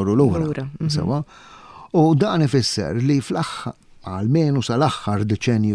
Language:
Maltese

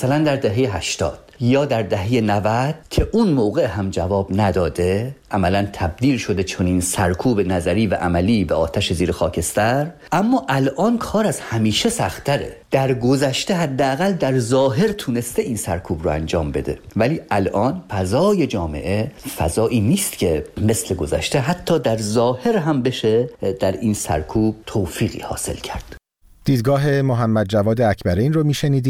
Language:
Persian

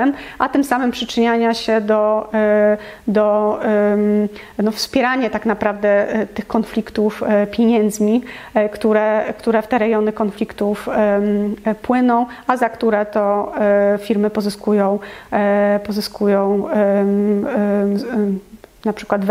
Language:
Polish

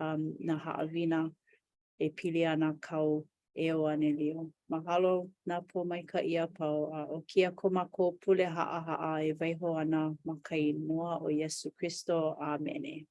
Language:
Hawaiian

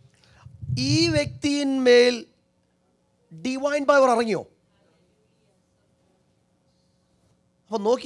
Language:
Malayalam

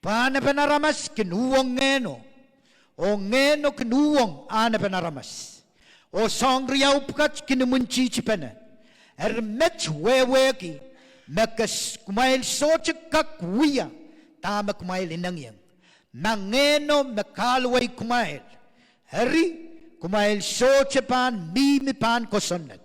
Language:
Pohnpeian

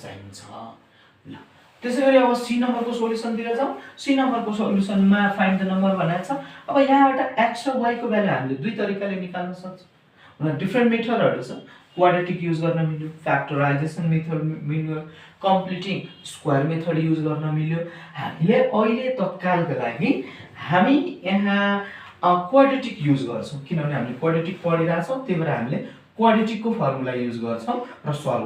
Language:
Nepali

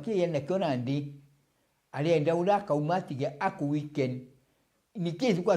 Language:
Meru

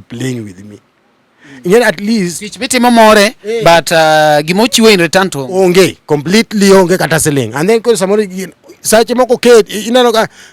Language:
Luo (Kenya and Tanzania)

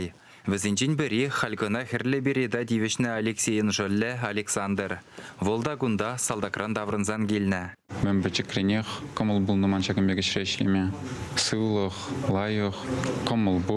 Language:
Chuvash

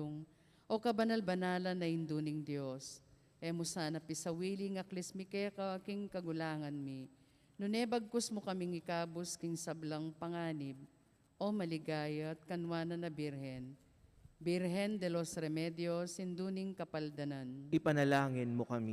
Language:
Pampanga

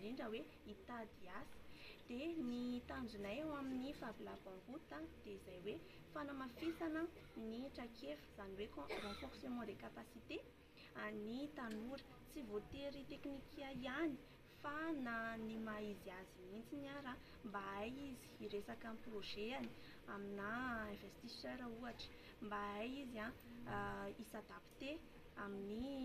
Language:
Malagasy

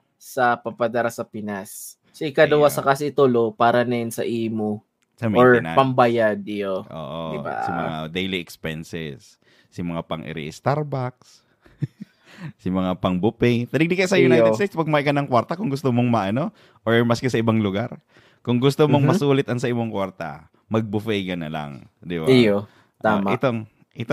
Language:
Bikol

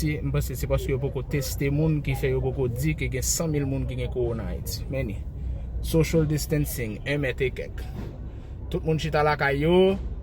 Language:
Haitian Creole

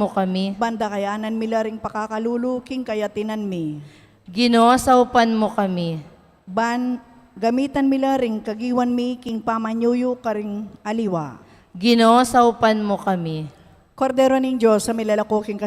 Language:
Pampanga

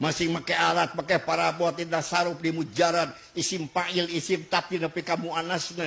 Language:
Sundanese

